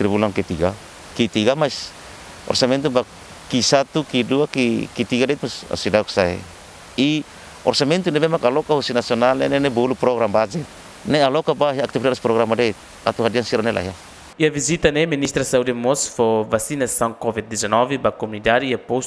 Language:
Tetum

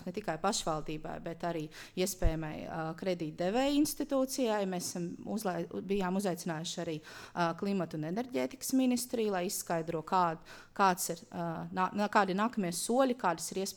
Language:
Latvian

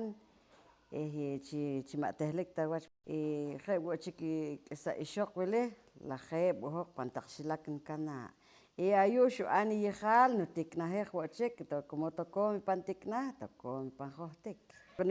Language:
Poqomchi'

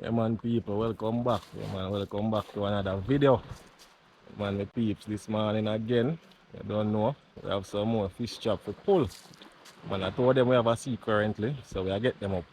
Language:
Jamaican Creole English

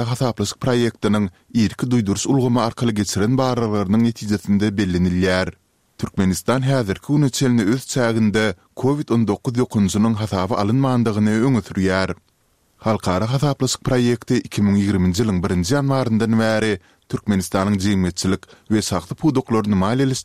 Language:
Turkmen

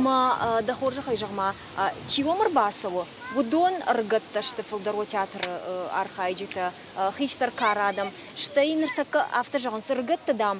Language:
Ossetic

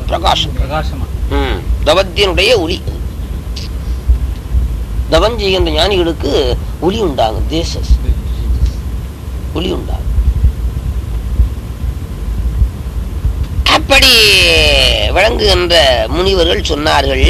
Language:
Tamil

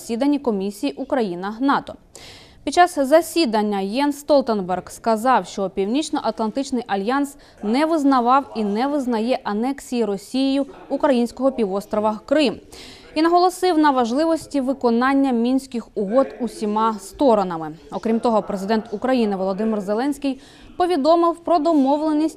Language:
Ukrainian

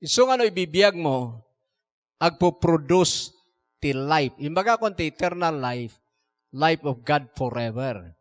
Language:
Iloko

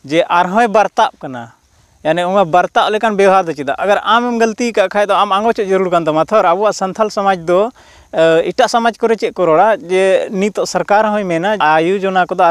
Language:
Santali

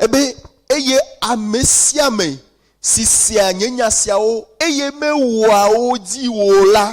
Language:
Ewe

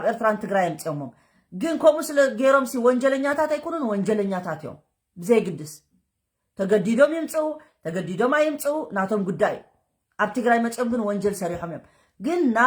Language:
Tigrinya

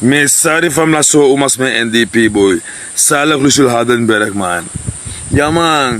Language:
Sranan Tongo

